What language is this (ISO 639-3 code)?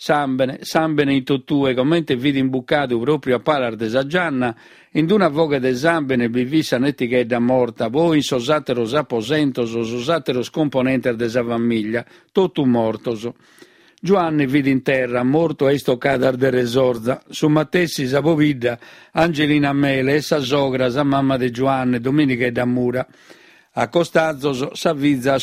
srd